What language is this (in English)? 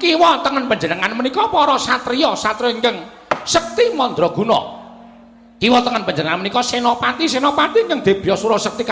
Javanese